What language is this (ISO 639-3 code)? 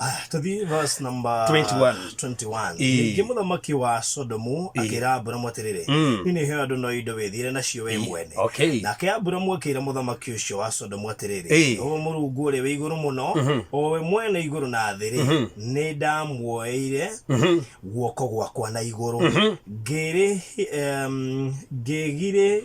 kik